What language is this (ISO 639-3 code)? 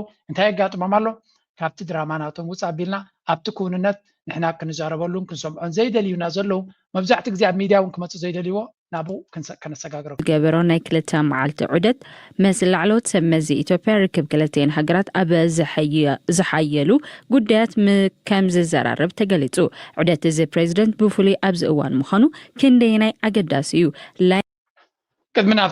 tir